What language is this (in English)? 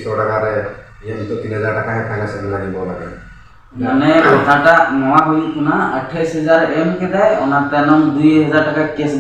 Santali